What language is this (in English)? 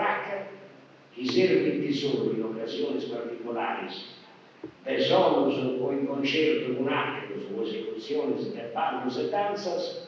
Sardinian